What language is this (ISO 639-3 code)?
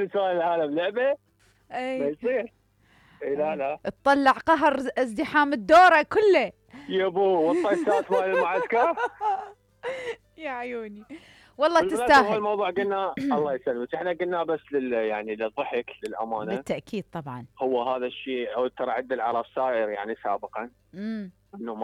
acm